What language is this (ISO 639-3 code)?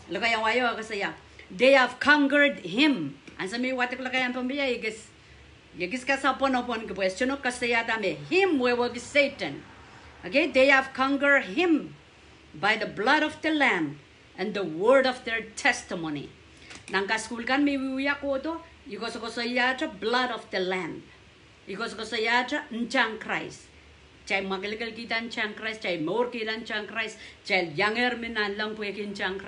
pon